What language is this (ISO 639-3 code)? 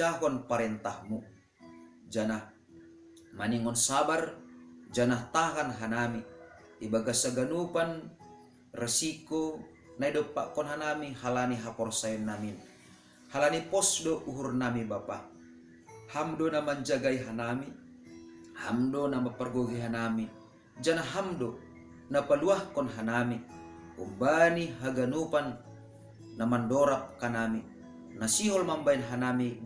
bts